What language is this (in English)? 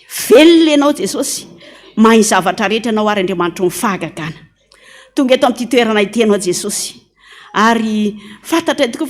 Malagasy